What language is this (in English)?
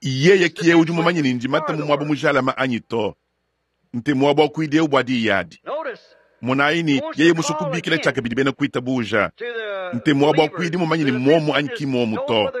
Luba-Lulua